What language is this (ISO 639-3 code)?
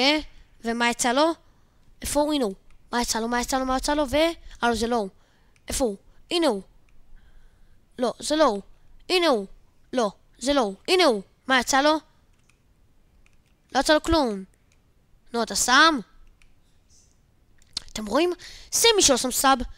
heb